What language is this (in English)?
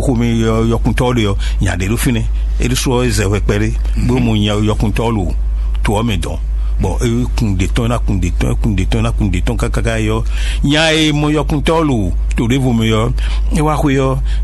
Fon